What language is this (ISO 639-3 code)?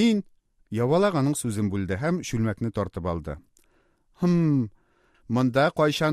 tat